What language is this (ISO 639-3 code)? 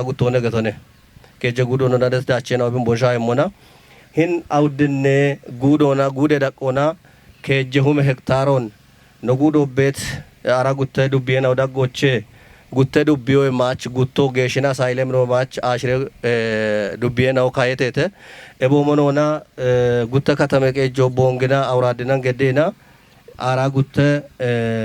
kbr